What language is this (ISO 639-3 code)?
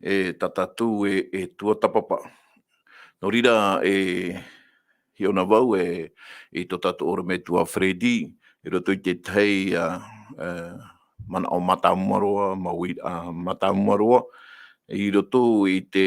tah